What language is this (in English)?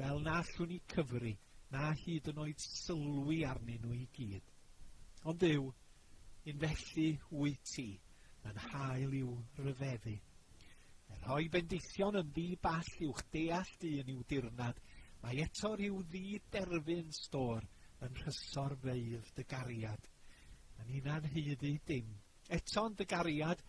Welsh